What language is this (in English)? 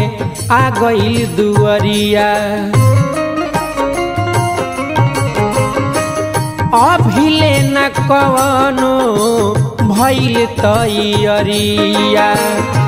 Bhojpuri